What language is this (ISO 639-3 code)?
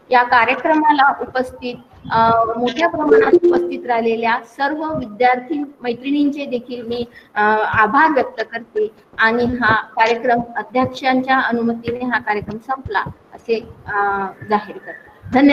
mar